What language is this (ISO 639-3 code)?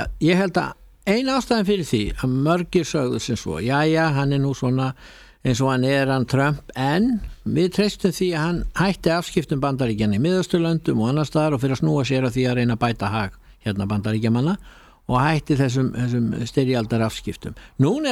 isl